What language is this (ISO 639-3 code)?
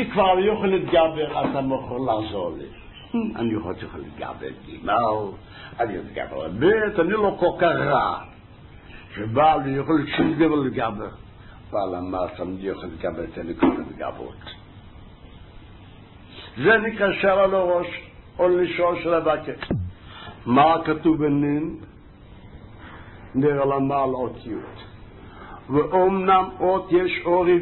heb